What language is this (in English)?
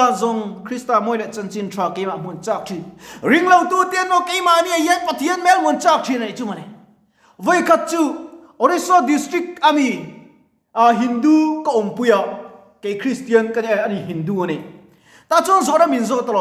Mizo